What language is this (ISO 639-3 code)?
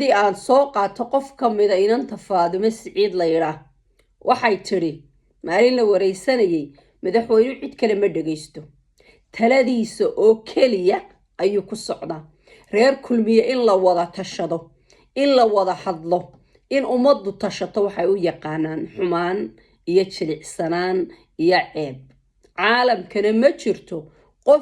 som